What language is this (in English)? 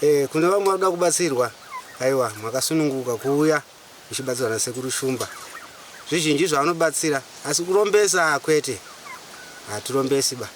Shona